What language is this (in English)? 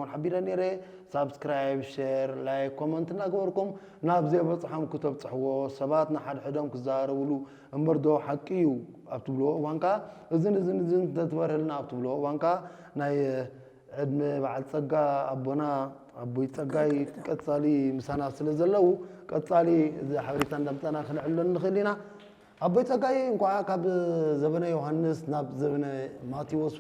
Tigrinya